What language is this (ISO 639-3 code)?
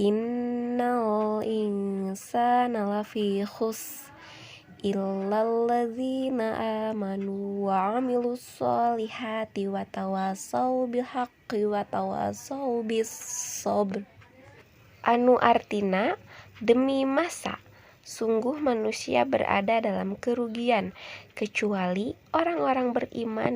sun